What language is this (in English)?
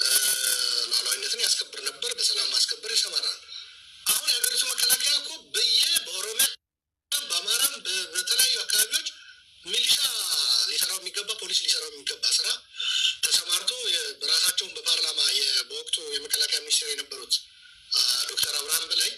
Amharic